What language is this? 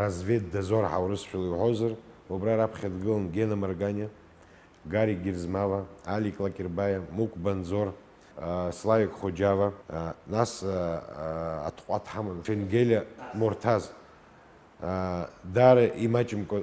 Abkhazian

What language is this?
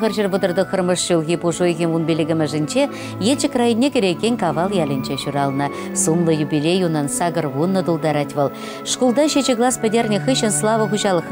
Chuvash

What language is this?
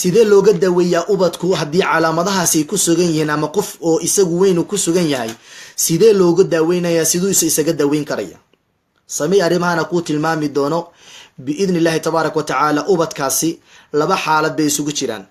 Somali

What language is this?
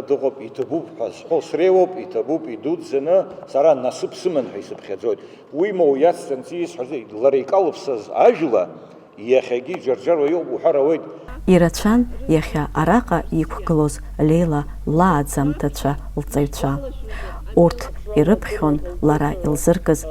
Abkhazian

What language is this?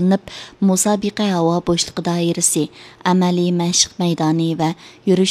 Uyghur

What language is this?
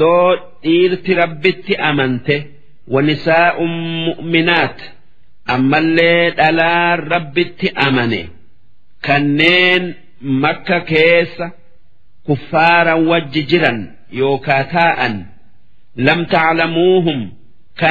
Oromo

